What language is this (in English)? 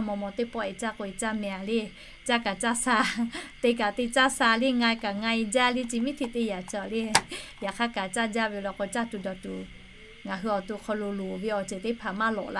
Lahu